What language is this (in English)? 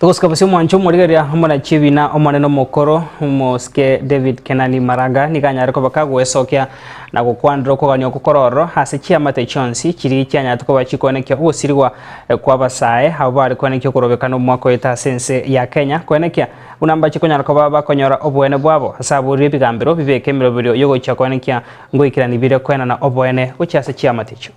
Gusii